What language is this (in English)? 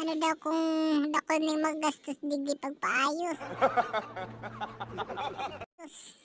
Bikol